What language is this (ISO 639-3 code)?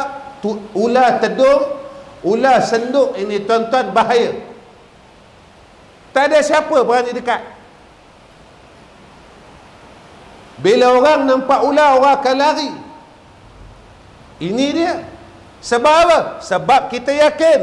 msa